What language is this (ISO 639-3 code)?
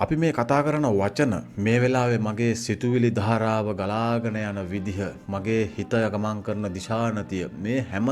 sin